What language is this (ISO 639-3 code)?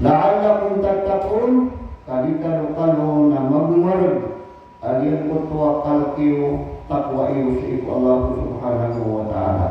mrw